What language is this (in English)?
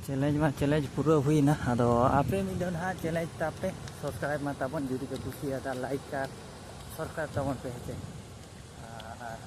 Santali